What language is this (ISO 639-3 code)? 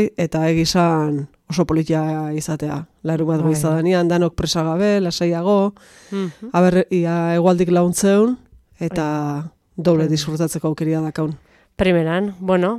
eus